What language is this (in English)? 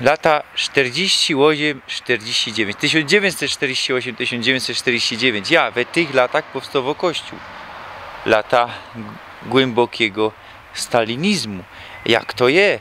Silesian